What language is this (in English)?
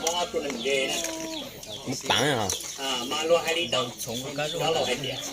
Hmong